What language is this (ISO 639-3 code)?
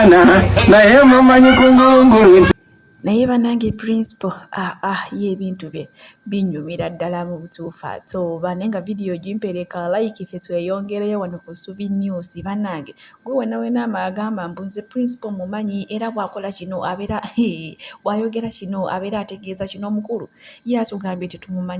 lug